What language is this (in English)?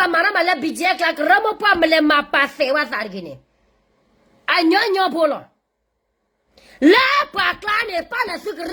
S'gaw Karen